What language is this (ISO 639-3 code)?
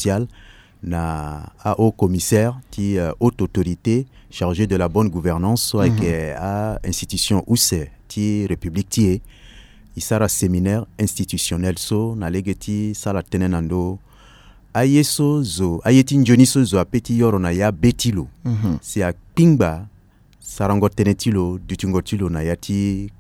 sag